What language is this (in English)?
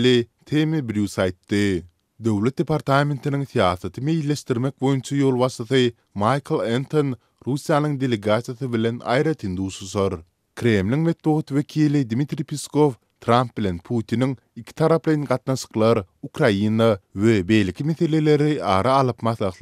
Turkmen